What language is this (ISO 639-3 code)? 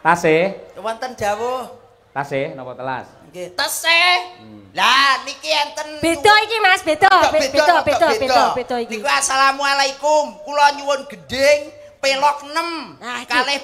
jav